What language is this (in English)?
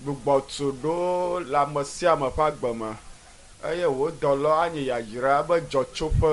Ewe